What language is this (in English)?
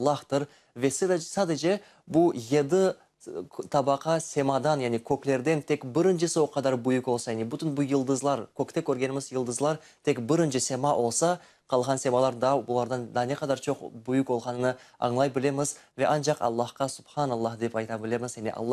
Crimean Tatar